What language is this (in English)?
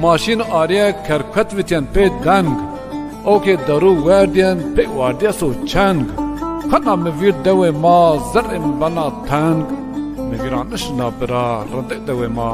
Zaza